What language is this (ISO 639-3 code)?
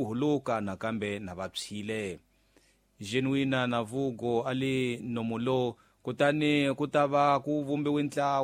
tso